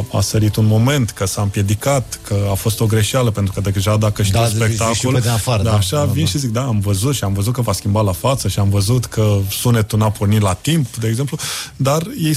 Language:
Romanian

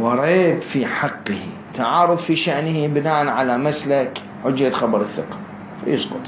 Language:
Mesopotamian Arabic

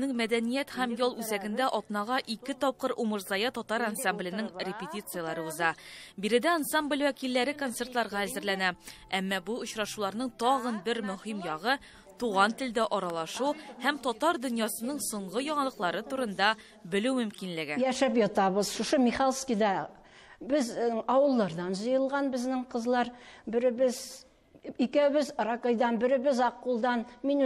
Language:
Tatar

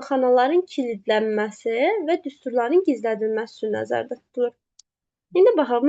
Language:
Azerbaijani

